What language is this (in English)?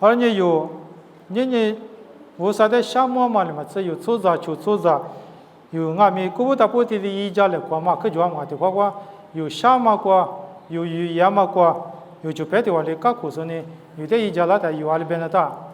Lisu